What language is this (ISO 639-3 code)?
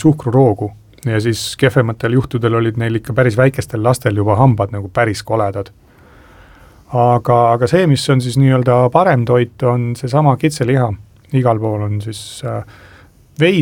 est